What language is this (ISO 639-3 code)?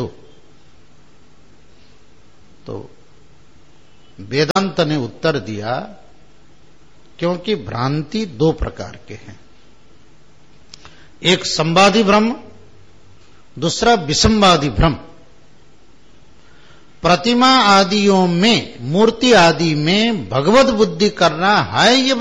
hin